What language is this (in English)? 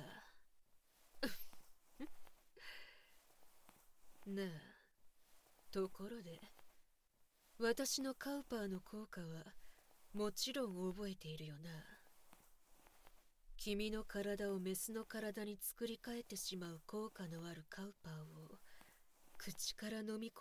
Japanese